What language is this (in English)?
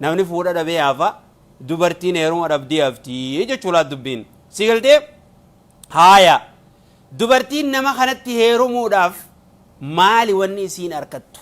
Oromo